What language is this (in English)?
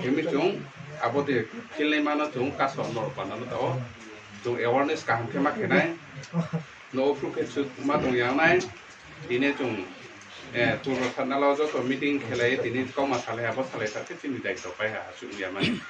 Riang (India)